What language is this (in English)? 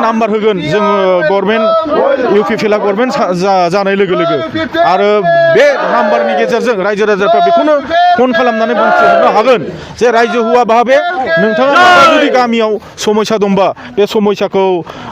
Bodo